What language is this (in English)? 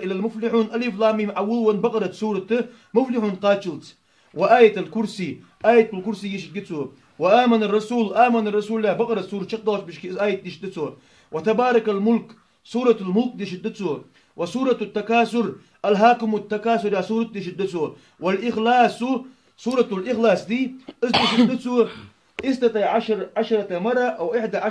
Ingush